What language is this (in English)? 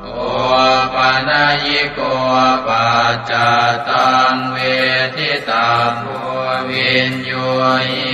Pali